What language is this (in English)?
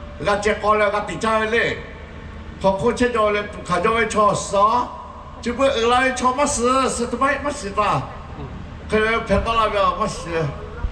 Lahu